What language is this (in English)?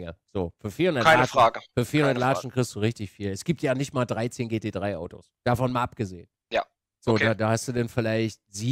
German